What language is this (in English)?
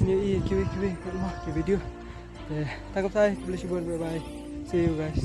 Khasi